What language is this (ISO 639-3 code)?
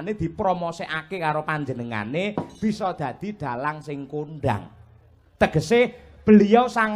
jav